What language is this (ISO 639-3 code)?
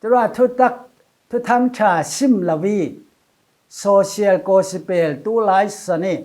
cfm